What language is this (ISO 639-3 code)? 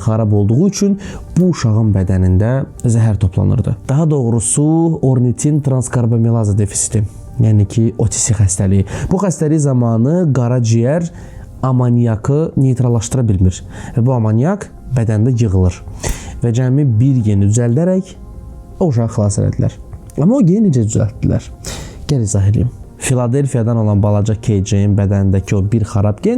aze